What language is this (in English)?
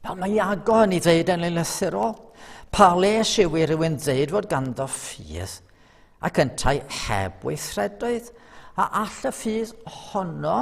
Welsh